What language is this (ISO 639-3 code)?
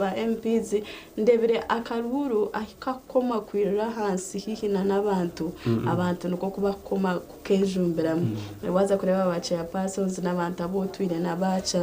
nyn